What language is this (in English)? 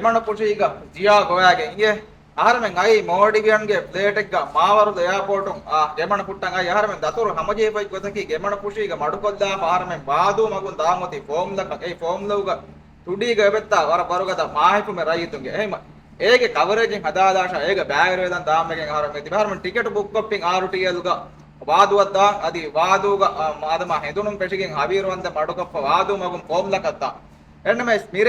Divehi